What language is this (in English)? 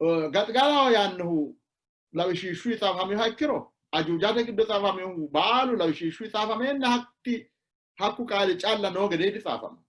Sidamo